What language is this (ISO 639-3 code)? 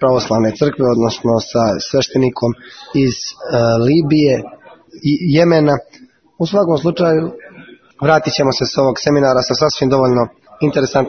srp